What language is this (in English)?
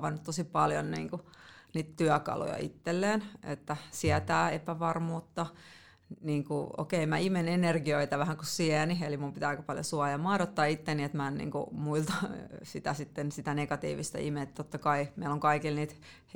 Finnish